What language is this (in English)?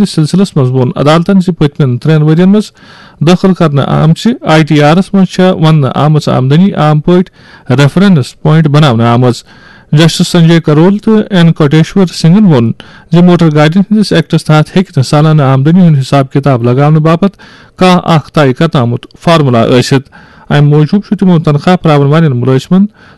Kashmiri